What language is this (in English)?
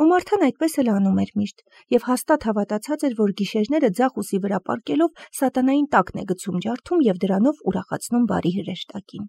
Armenian